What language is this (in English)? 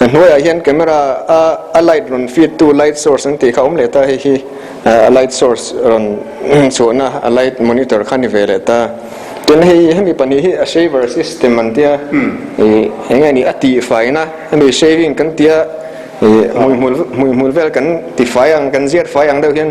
Mizo